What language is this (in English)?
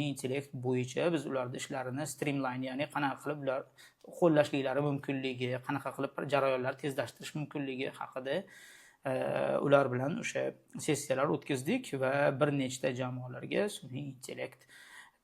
Uzbek